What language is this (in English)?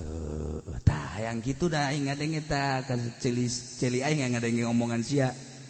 Sundanese